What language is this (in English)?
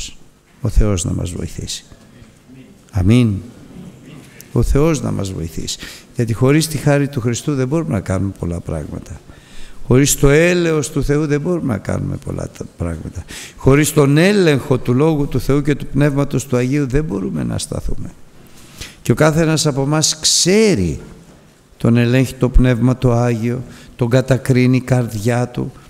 Greek